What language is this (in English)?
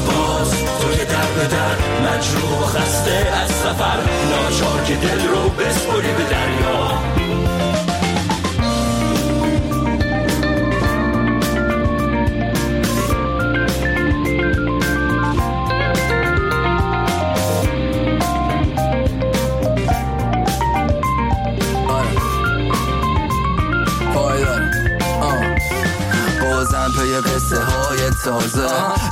Persian